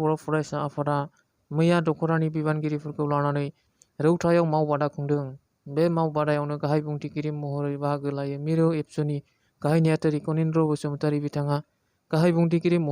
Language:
Bodo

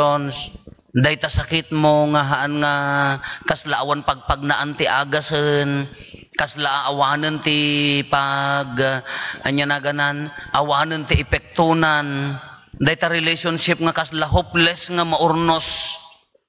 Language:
Iloko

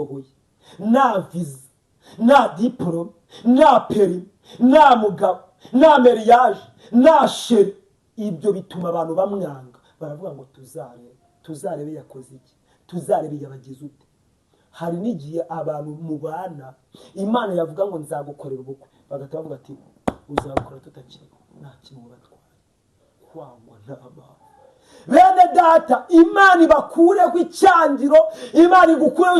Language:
Kinyarwanda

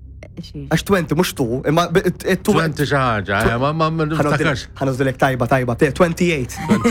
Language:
Maltese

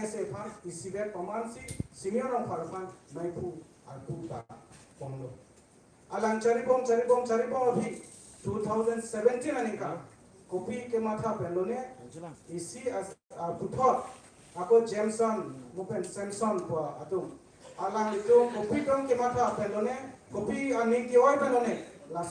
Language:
Karbi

